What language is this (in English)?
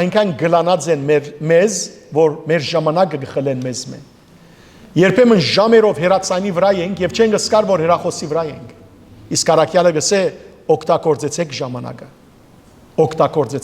Western Armenian